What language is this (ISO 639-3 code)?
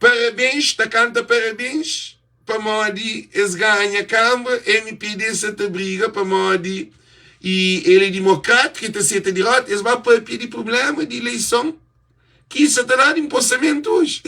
kea